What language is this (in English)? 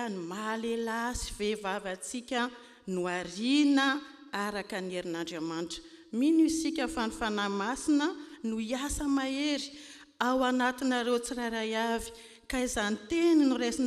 Malagasy